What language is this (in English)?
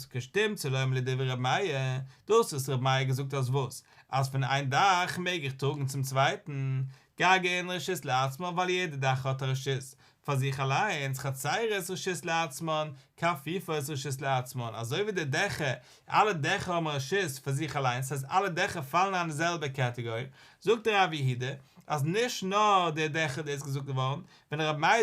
Yiddish